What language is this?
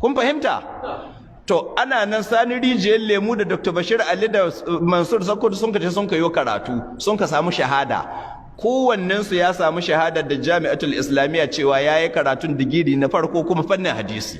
Hausa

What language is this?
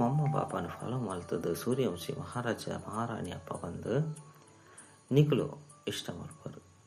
Tulu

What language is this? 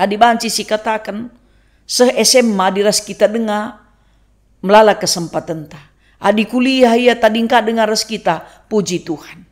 Batak Karo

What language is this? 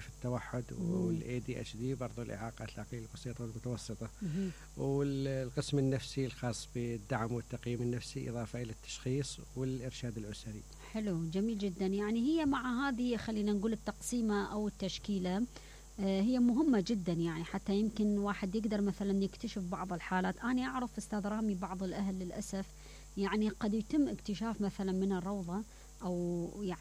Mesopotamian Arabic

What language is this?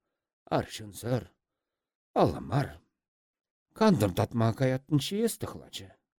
Chuvash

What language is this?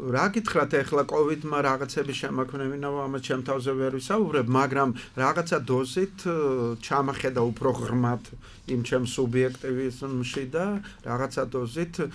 Georgian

